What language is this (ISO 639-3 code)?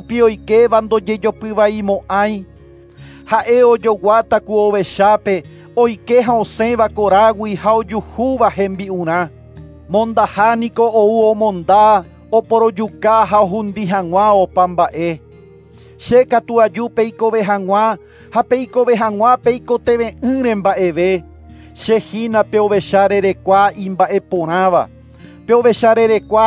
grn